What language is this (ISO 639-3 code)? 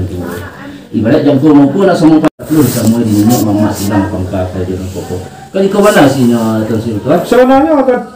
min